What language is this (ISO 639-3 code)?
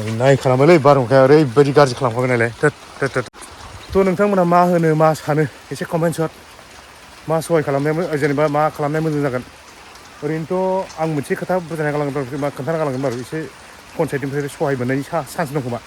brx